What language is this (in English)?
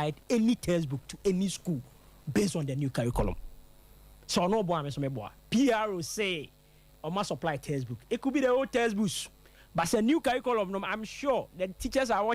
Akan